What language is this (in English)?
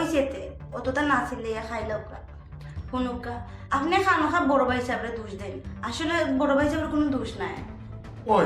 Sylheti